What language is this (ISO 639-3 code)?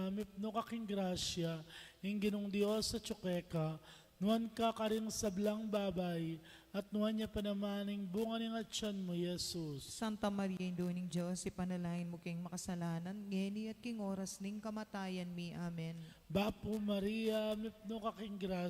pam